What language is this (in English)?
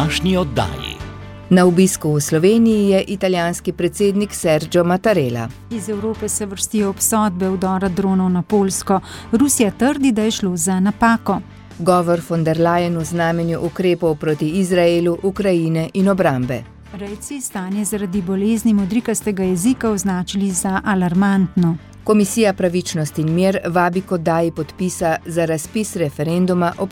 Slovenian